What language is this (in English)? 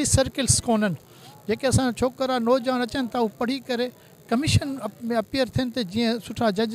Sindhi